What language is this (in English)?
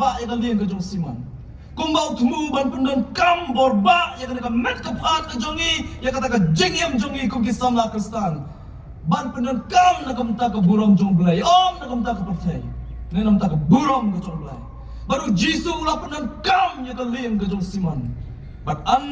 Khasi